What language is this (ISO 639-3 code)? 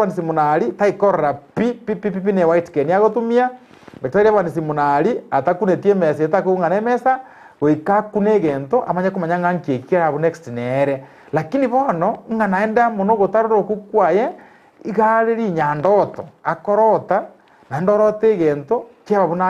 guz